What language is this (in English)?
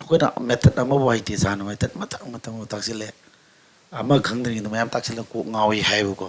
Manipuri